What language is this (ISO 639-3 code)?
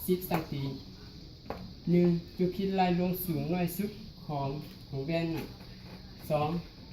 lao